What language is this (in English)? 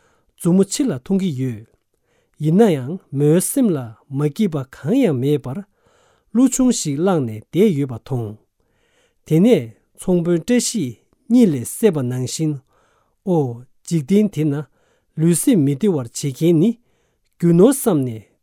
Tibetan